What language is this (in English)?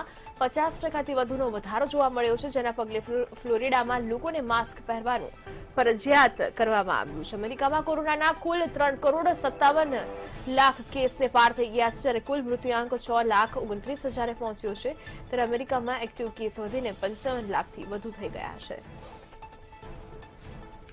Gujarati